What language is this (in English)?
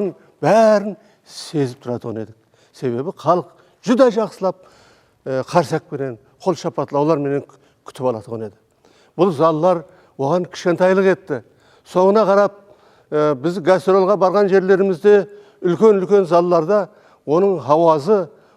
Kara-Kalpak